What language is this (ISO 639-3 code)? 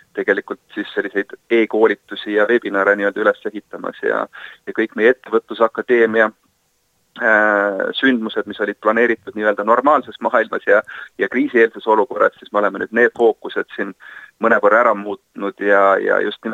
est